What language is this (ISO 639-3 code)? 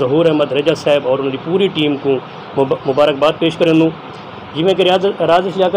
skr